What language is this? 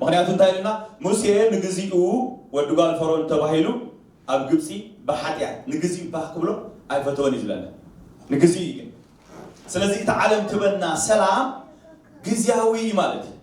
Tigrinya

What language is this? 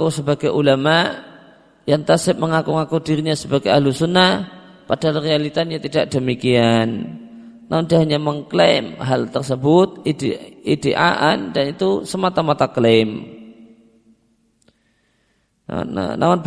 Indonesian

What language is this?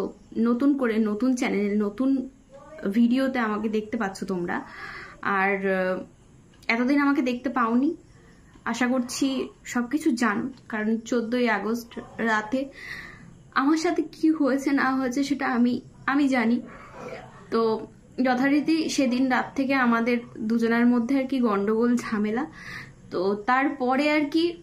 Bangla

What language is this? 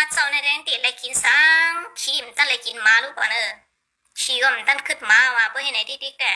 Shan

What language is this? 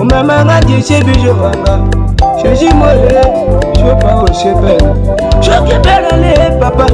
Tetela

